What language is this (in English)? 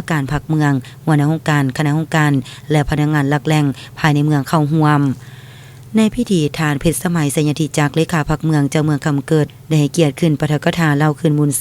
Lao